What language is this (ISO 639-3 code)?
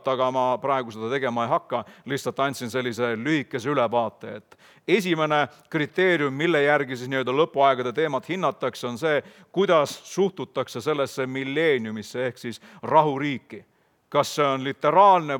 est